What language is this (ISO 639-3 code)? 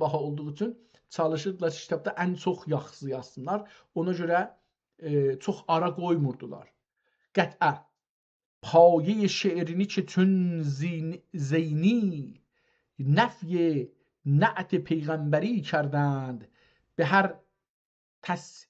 azb